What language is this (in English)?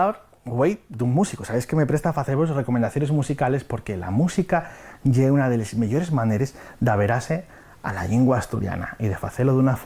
Asturian